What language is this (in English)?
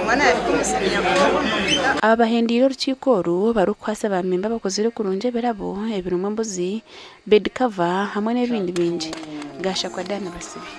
Nyankole